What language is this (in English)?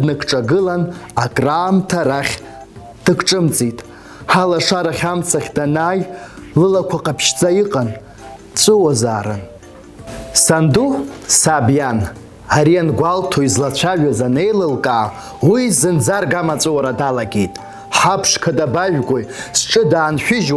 Abkhazian